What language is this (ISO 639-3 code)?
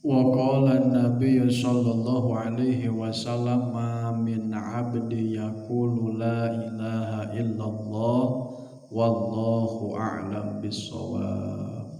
sun